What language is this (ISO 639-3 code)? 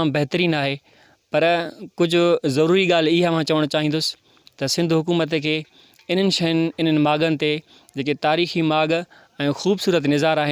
snd